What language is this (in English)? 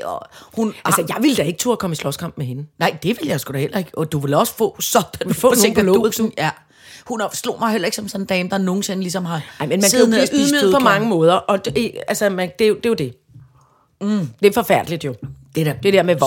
Danish